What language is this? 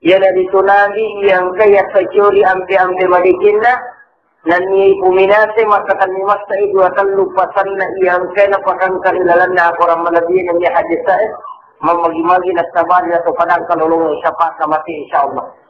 Buginese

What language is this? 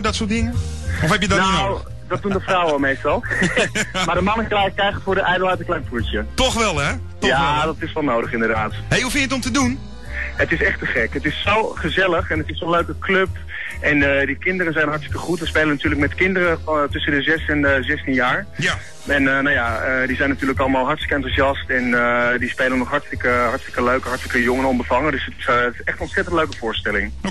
Dutch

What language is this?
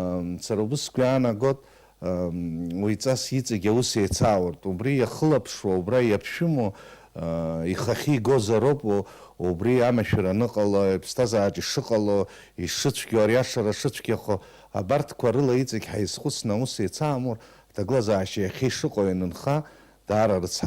Abkhazian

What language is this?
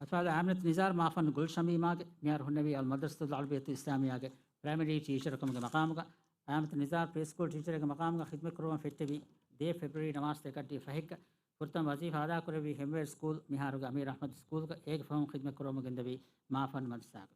Divehi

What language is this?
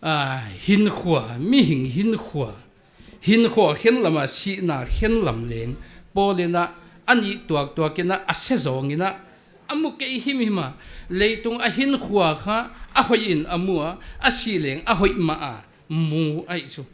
Paite Chin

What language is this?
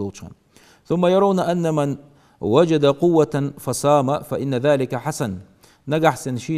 Ingush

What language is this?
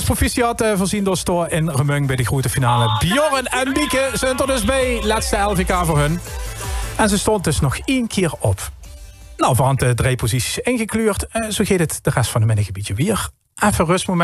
Limburgish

